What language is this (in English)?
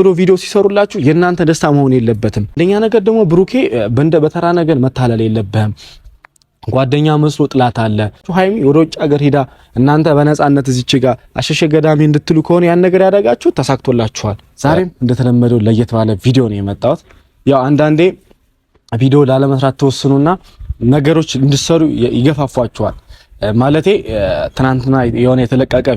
Amharic